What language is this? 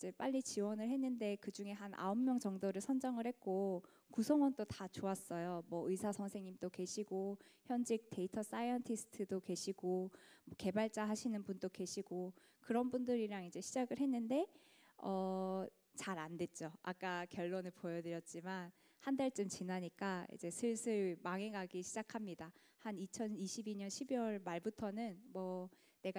Korean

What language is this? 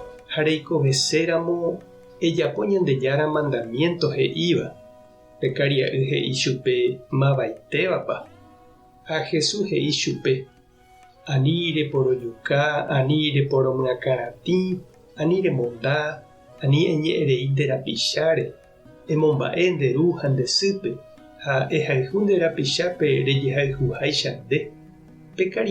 Guarani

